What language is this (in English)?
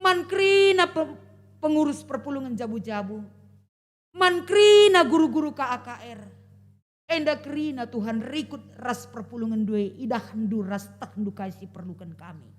Batak Karo